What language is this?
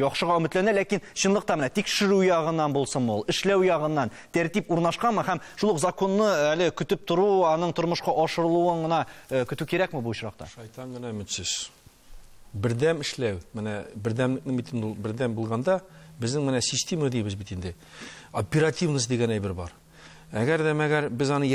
Tatar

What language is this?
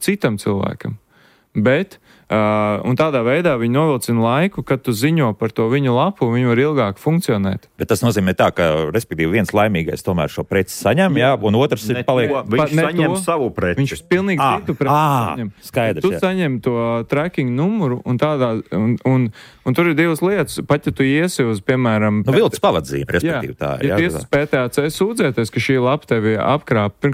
Latvian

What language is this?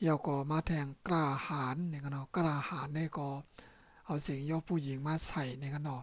Shan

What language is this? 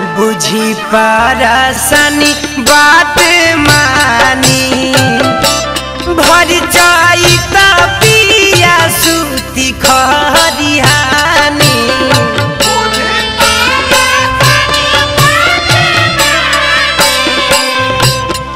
Bhojpuri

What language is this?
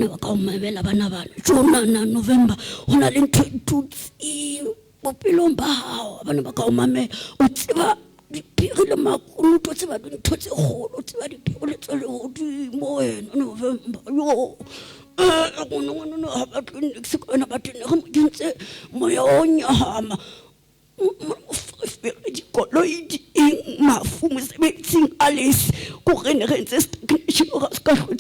Southern Sotho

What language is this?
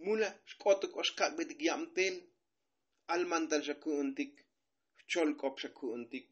Tzotzil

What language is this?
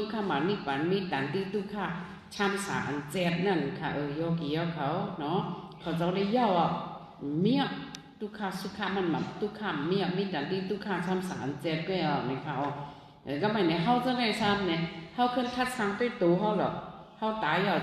Shan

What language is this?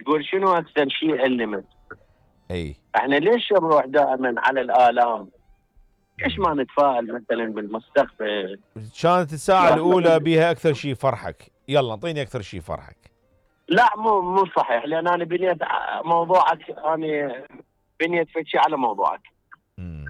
Mesopotamian Arabic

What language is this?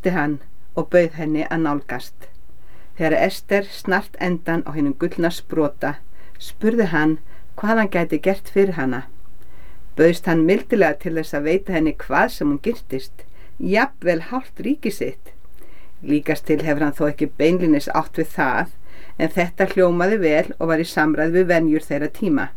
Icelandic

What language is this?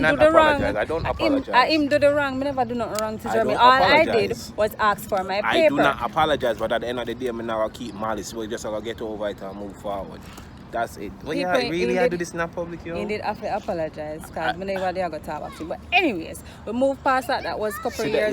Jamaican Creole English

